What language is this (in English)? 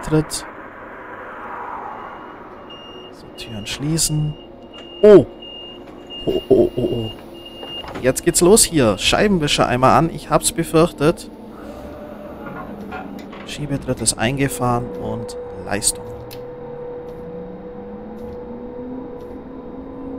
German